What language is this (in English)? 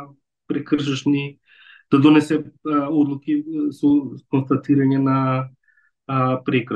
Macedonian